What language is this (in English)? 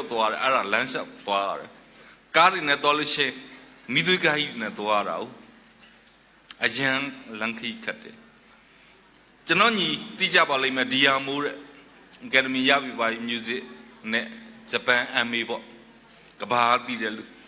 Burmese